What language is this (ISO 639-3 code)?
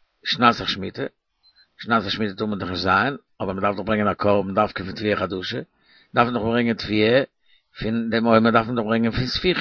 yid